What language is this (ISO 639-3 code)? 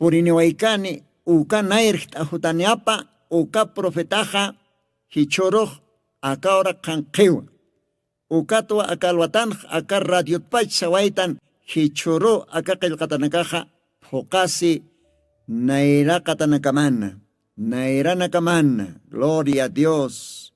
aym